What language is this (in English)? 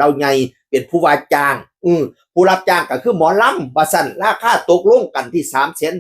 Northeastern Thai